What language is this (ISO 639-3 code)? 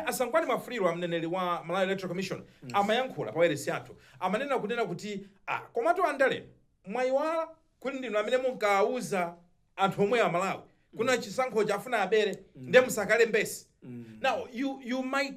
nya